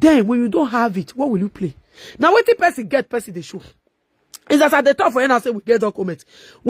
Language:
Nigerian Pidgin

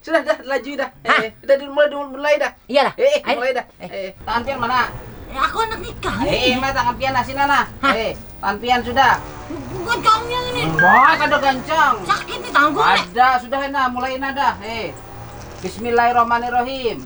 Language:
Banjar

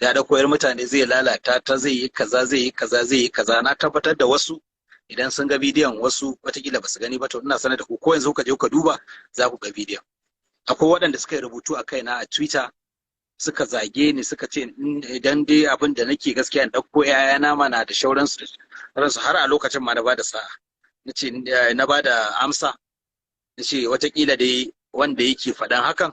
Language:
Hausa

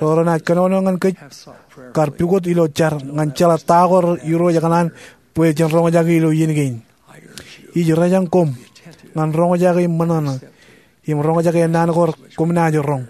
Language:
Marshallese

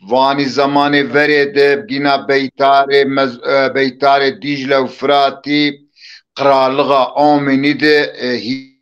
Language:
Zaza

